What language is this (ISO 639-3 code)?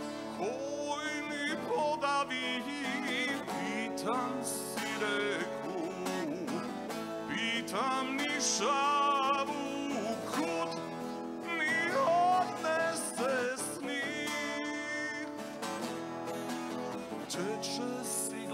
srp